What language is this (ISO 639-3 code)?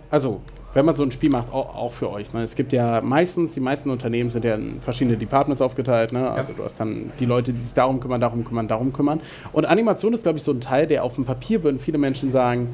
deu